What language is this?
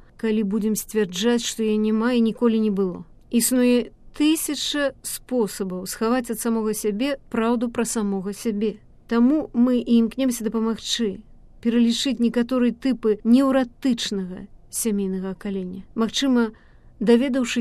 Belarusian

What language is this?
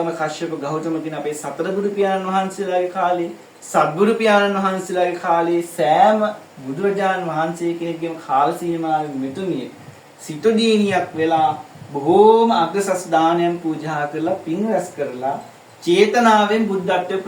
Sinhala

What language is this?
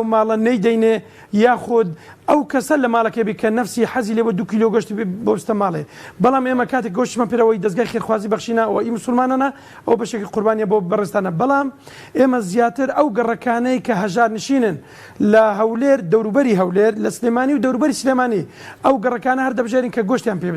Central Kurdish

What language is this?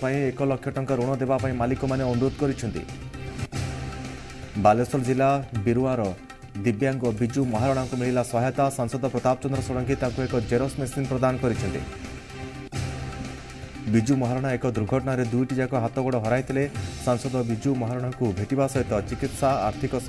Odia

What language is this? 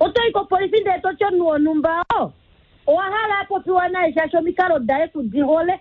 Kuanyama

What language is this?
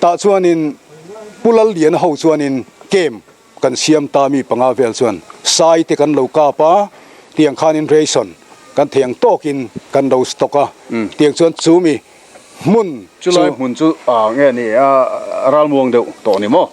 Mizo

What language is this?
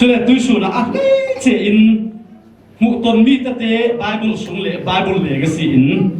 Falam Chin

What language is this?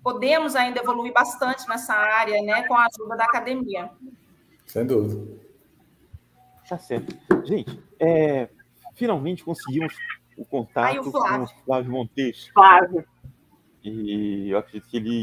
Portuguese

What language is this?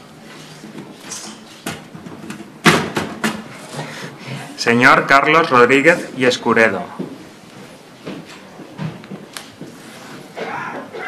Catalan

